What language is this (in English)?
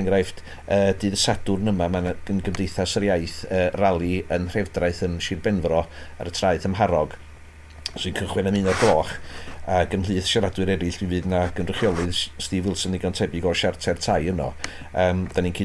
Welsh